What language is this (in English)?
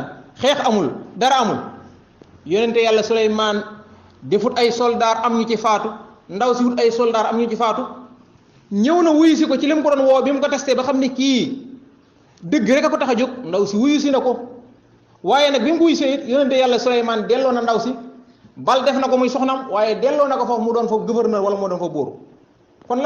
Wolof